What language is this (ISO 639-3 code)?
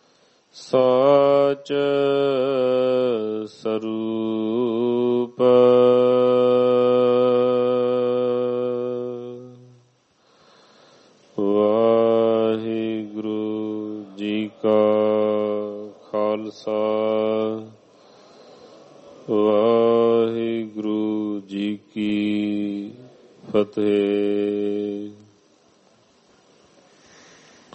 pan